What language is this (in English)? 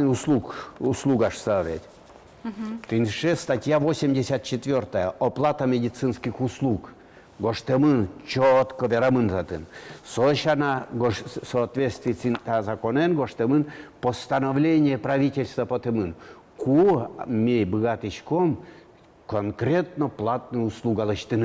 Udmurt